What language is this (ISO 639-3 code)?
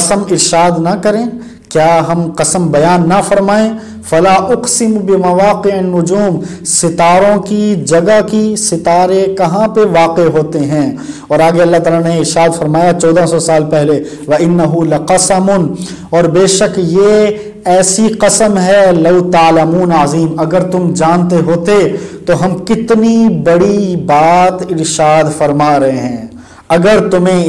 urd